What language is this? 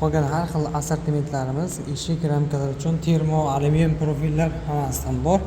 Uzbek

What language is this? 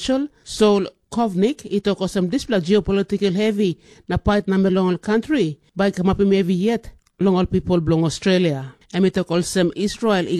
Tok Pisin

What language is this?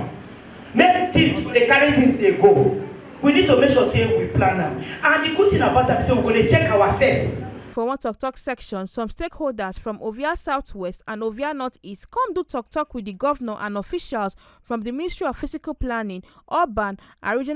Nigerian Pidgin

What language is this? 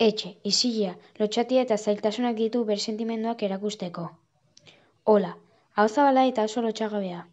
Basque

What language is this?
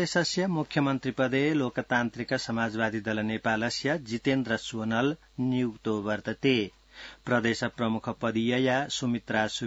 Sanskrit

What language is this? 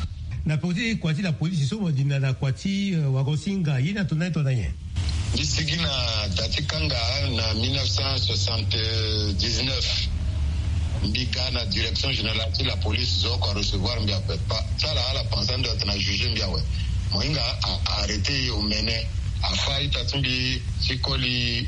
Sango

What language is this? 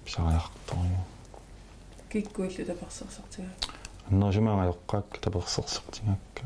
Kalaallisut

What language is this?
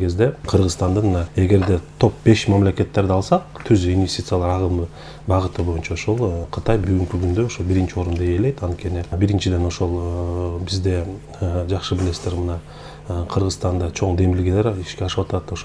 Kyrgyz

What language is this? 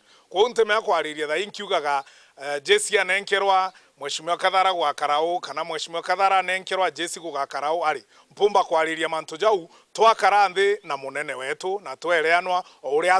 Meru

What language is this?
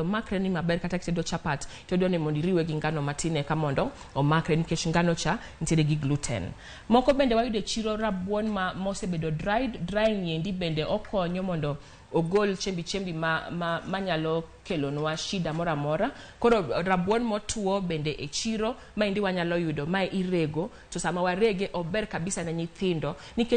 Luo (Kenya and Tanzania)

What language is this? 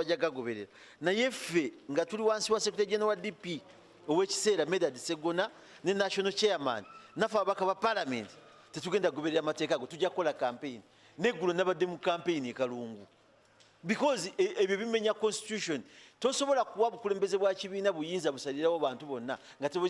Ganda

